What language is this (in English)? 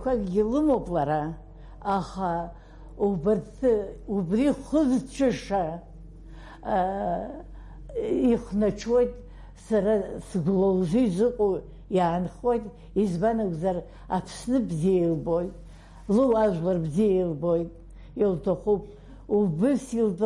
Abkhazian